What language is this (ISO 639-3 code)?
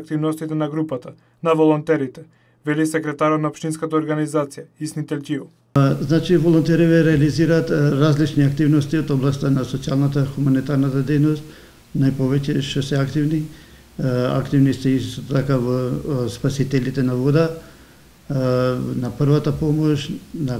mkd